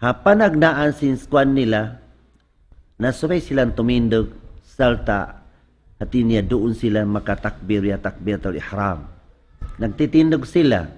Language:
Tausug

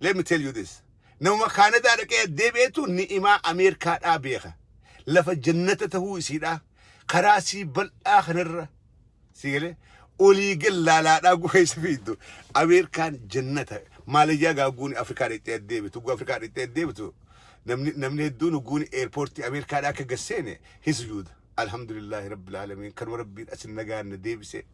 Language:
Oromo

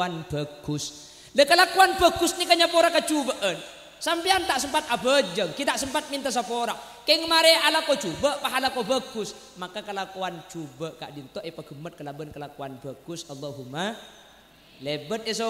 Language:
Madurese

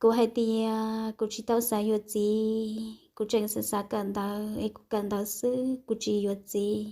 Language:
Hmong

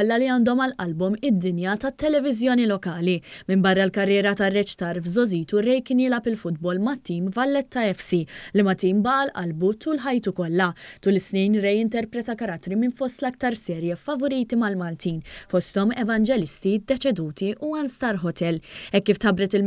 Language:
Maltese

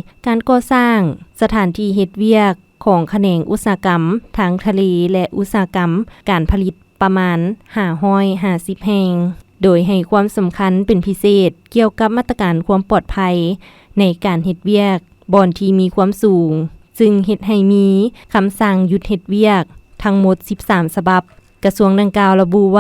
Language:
Lao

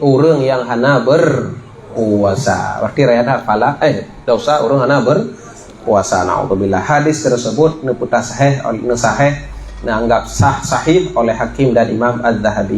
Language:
Achinese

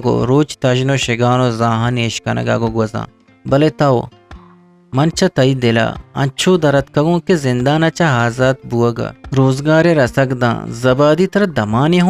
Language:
Eastern Balochi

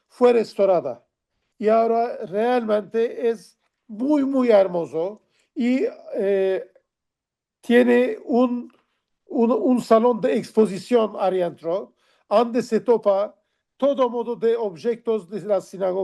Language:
Ladino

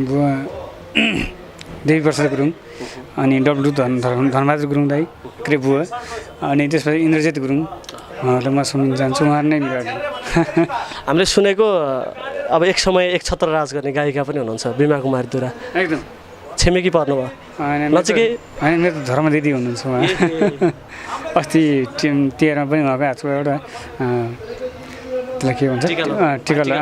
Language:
Nepali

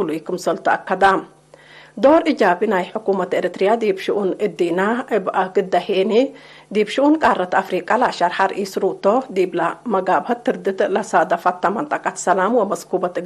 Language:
Tigre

